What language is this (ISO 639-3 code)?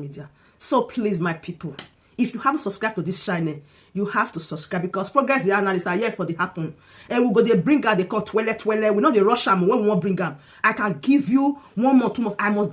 pcm